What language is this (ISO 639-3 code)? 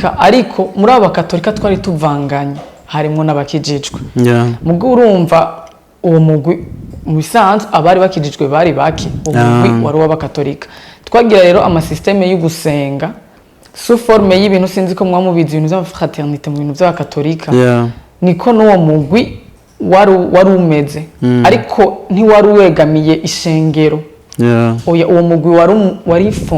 run